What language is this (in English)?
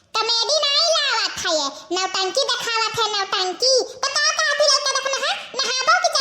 Awadhi